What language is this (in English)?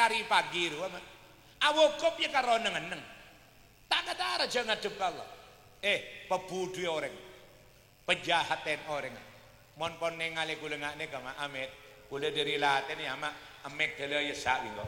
Madurese